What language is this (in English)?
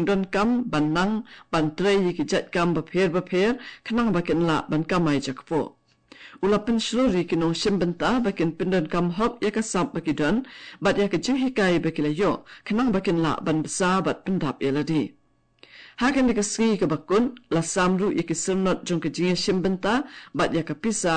Khasi